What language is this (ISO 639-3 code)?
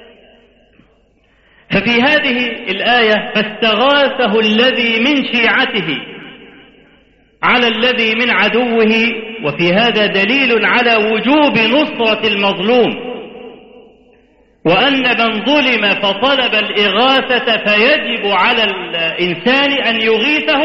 ara